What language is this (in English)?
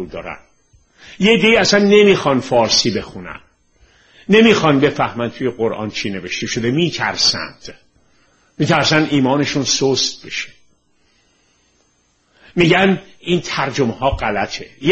Persian